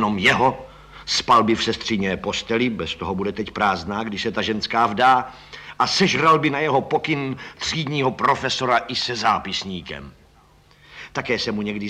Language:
Czech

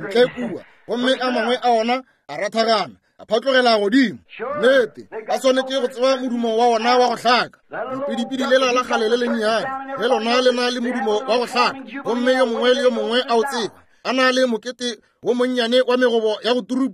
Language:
Northern Sotho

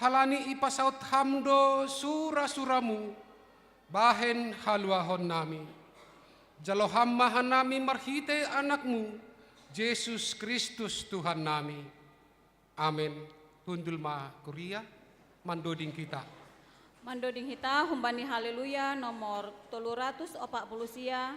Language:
Batak Simalungun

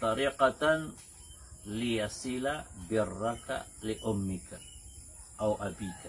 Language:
Maranao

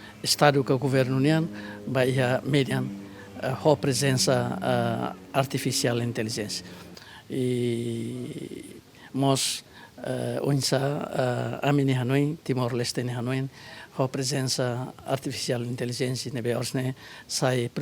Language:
Tetum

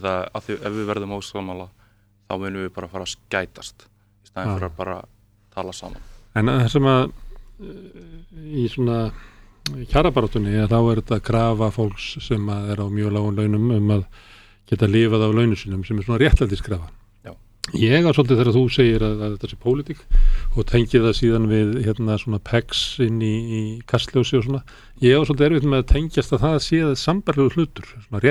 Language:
Icelandic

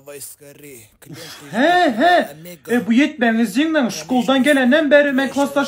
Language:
Turkmen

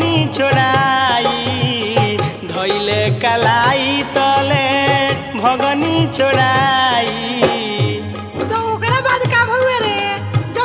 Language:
Bhojpuri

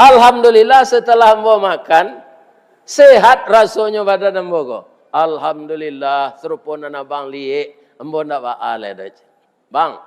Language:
Minangkabau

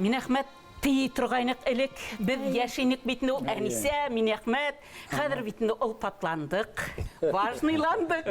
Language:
Bashkir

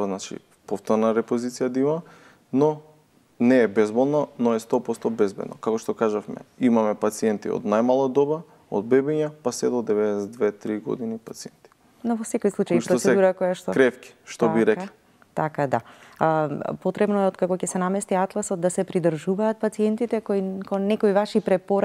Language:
Macedonian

